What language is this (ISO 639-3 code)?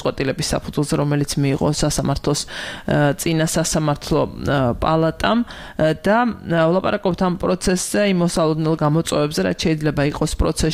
kat